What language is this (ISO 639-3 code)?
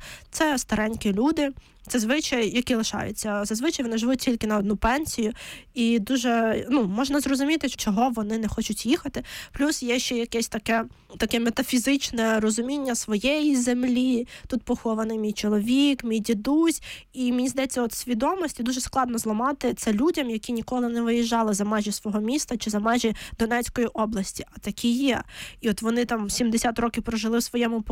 ukr